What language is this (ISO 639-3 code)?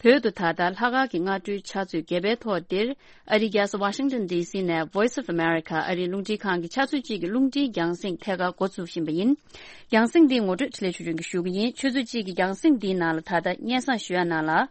bod